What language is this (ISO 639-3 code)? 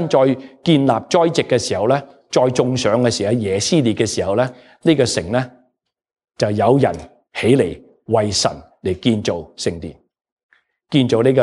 yue